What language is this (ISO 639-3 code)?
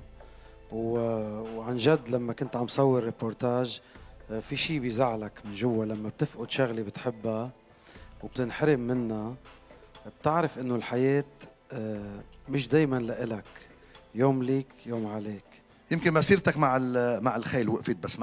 apc